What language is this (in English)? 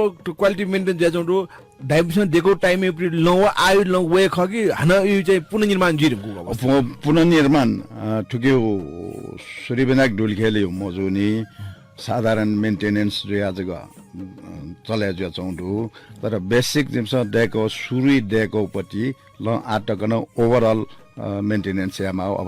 Newari